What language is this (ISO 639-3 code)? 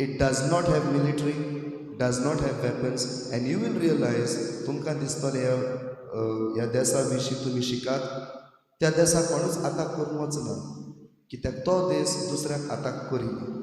kok